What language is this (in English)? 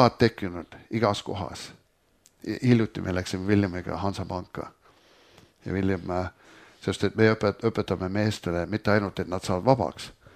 Estonian